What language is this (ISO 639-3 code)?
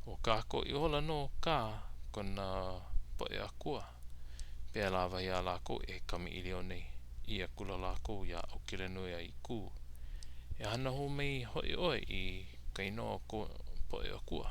haw